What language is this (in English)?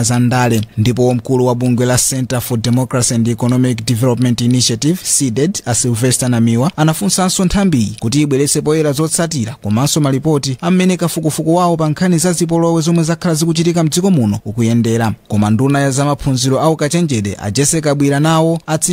Nyanja